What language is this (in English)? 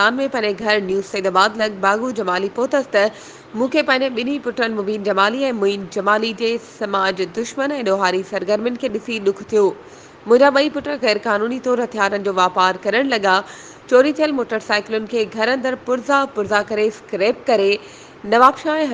Sindhi